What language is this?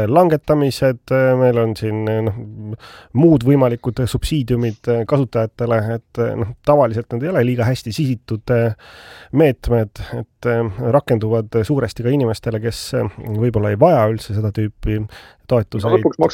Estonian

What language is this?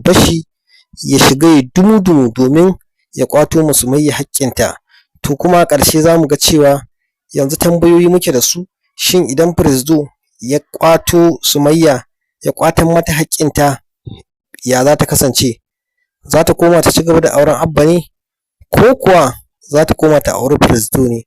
Hausa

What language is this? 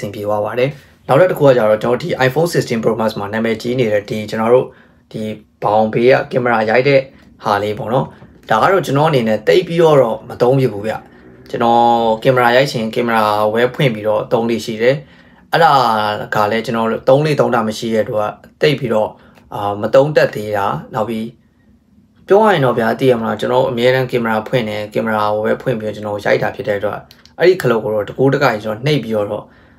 Burmese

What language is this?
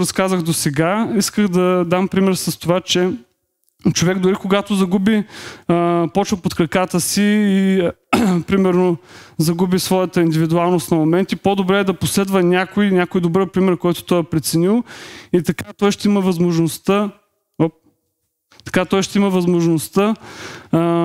Bulgarian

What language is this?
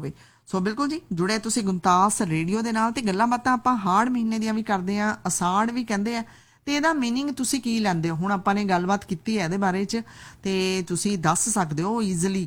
Punjabi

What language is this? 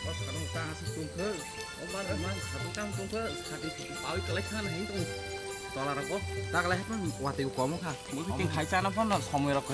Kok Borok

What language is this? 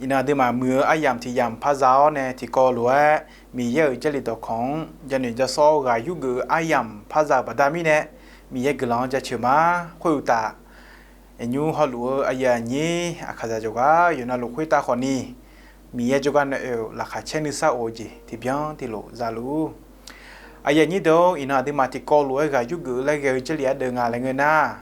Akha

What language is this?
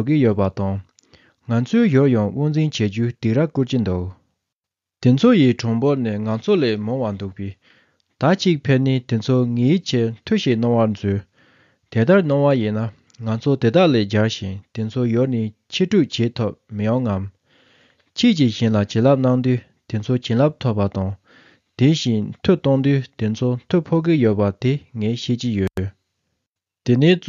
Tibetan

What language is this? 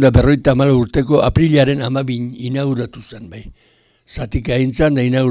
Basque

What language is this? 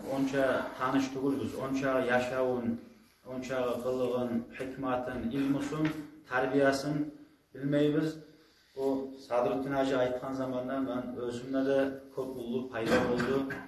Kumyk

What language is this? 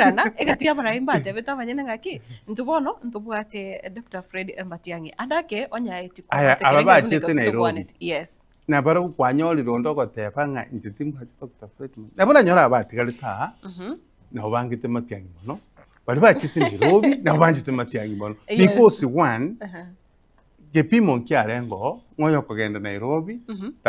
Gusii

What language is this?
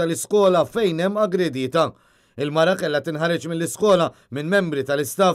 Maltese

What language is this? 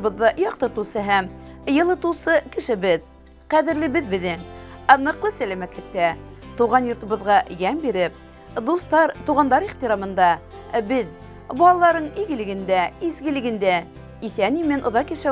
Bashkir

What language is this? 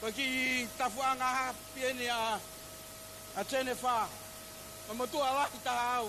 Tongan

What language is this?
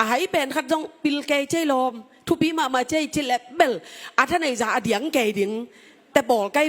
Tedim Chin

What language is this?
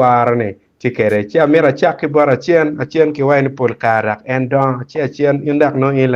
Acoli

